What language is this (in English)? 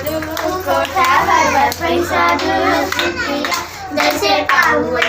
Chhattisgarhi